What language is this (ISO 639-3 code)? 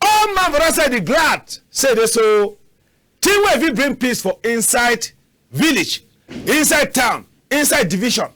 wes